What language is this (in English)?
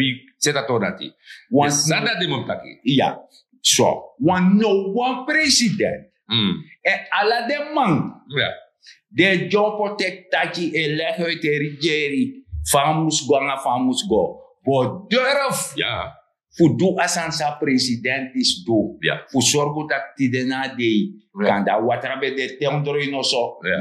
Sranan Tongo